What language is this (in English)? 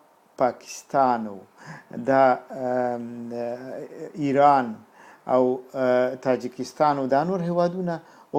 Pashto